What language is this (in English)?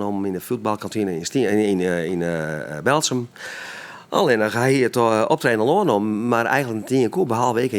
Western Frisian